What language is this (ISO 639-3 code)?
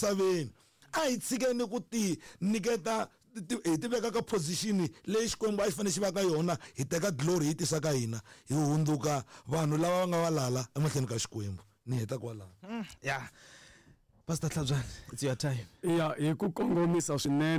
tso